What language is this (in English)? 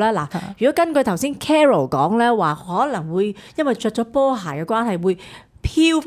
Cantonese